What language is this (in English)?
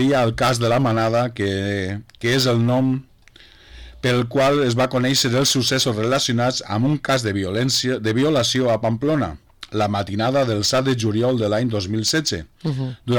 Catalan